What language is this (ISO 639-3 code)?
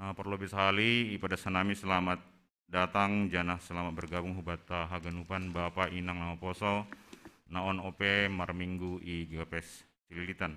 bts